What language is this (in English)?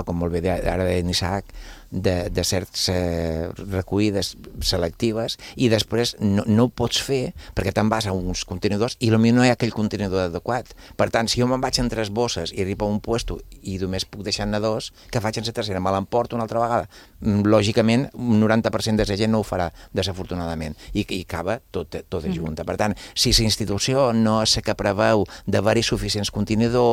Catalan